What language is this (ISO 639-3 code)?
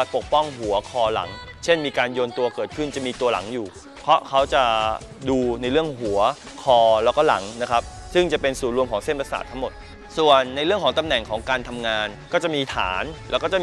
tha